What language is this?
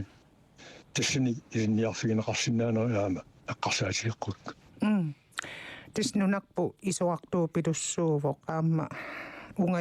Kalaallisut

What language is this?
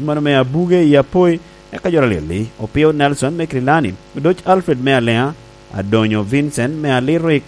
Lango (Uganda)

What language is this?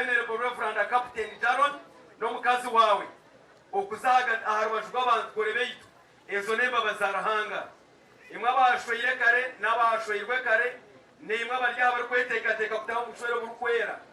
Nyankole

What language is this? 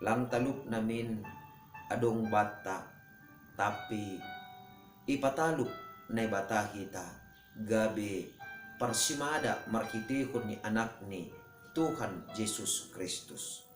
Batak Simalungun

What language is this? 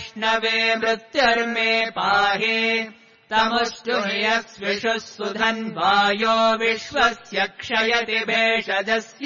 Sanskrit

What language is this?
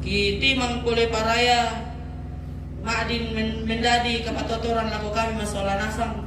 Toraja-Sa'dan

